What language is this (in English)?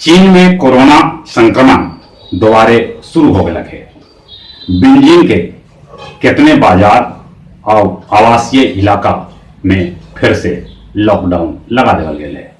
Magahi